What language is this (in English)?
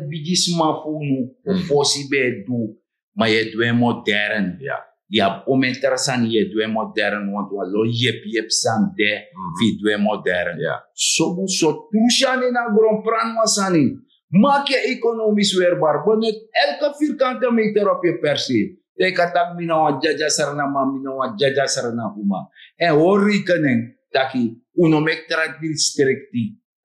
Sranan Tongo